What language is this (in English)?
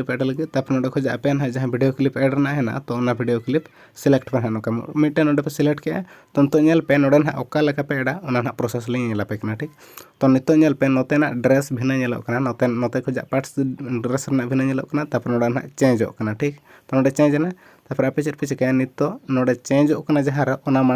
Santali